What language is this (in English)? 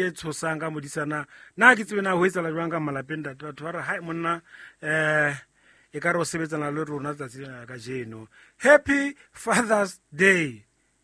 Southern Sotho